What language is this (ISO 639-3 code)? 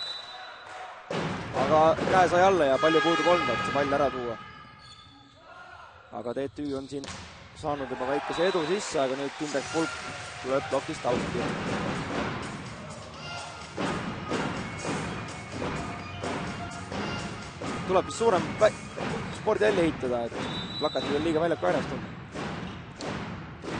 est